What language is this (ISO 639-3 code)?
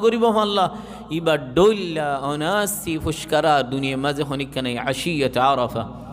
rhg